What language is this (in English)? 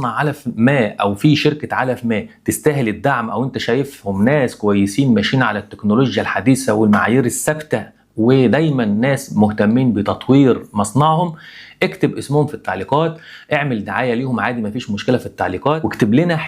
Egyptian Arabic